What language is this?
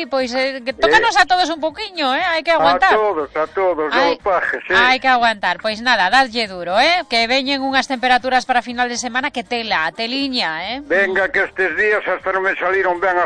Galician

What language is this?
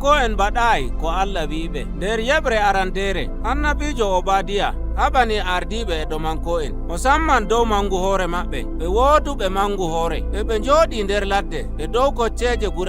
Nigerian Fulfulde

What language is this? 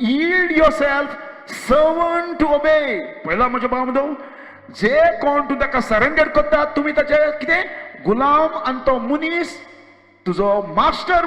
Konkani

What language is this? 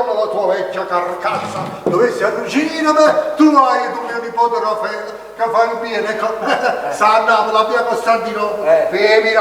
Neapolitan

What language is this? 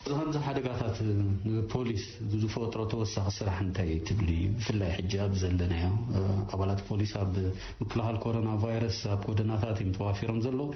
Tigrinya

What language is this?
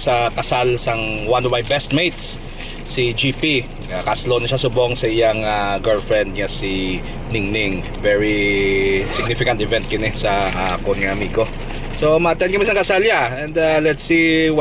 Hiligaynon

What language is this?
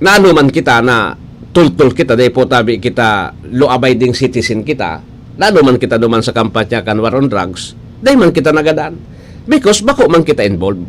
Bikol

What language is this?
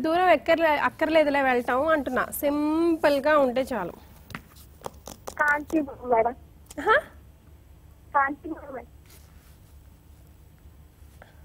Telugu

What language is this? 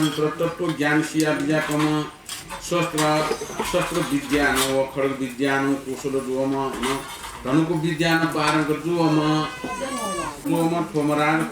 Newari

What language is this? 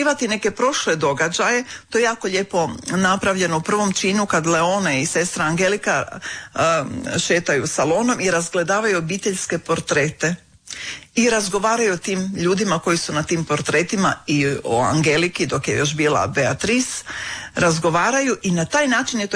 Croatian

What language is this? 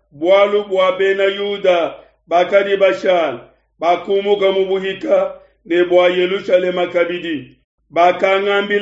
Luba-Lulua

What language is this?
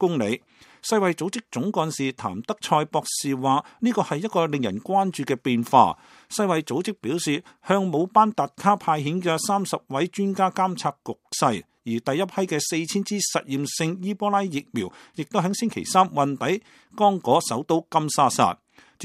Cantonese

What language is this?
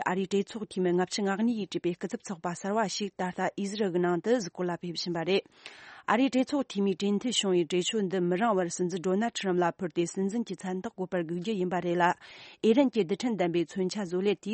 Tibetan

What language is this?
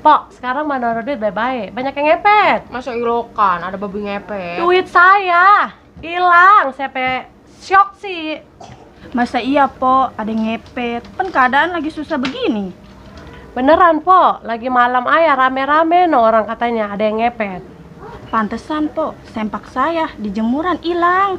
Betawi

